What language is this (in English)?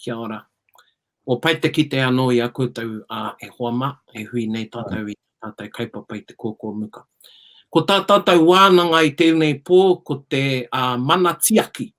Māori